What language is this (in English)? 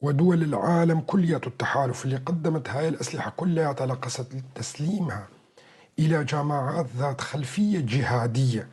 North Levantine Arabic